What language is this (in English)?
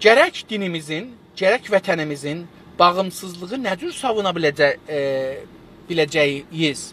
South Azerbaijani